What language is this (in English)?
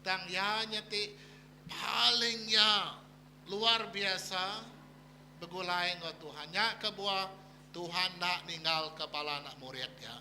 Iban